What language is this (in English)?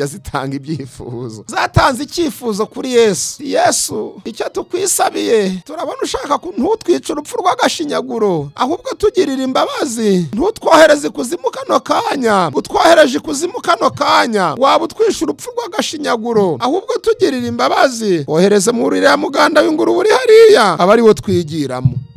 Kinyarwanda